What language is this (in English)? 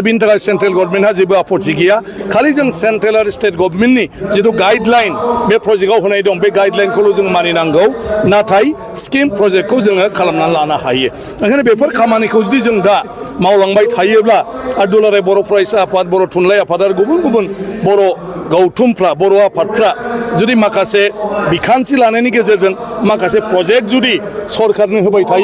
Bodo